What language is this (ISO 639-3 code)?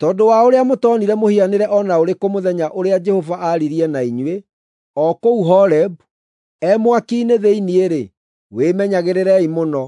kik